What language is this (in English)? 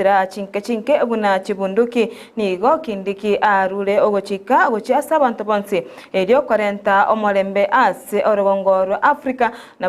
Gusii